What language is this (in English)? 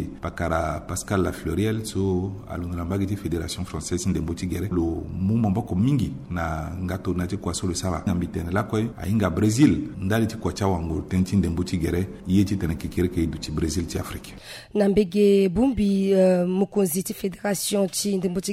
Sango